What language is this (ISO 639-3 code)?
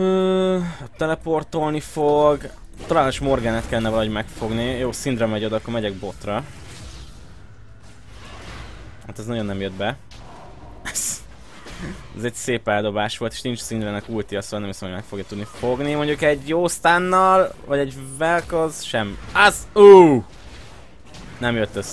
hun